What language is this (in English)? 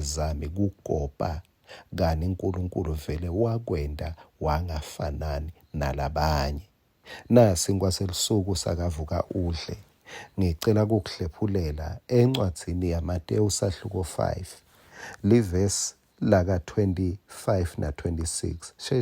Swati